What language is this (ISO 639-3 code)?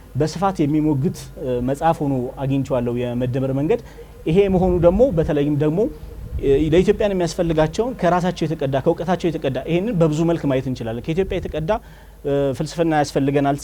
amh